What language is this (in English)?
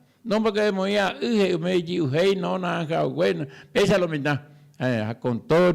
Guarani